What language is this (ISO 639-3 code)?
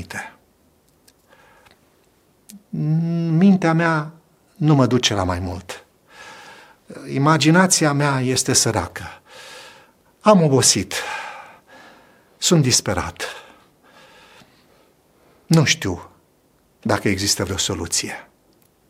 ron